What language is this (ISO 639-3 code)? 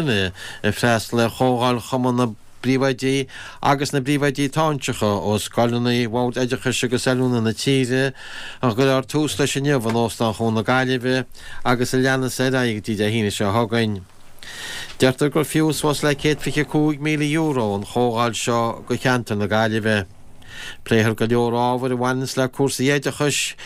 gle